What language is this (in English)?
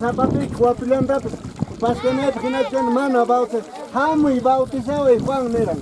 Quechua